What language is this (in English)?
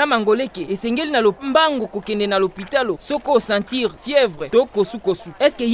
Lingala